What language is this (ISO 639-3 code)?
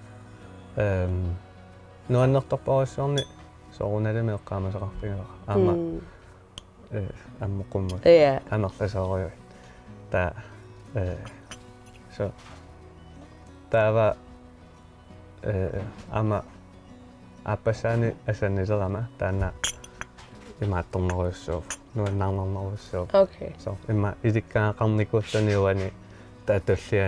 kal